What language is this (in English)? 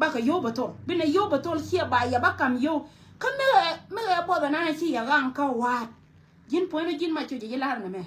Nuer